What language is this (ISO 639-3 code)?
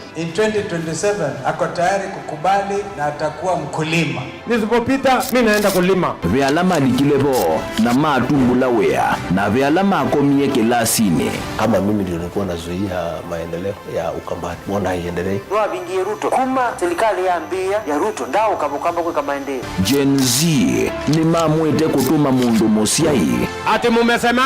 kam